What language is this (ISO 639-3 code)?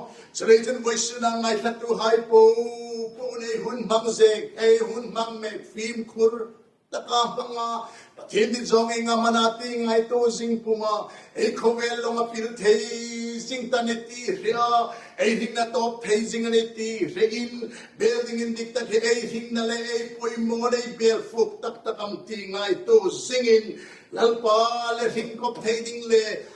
hmr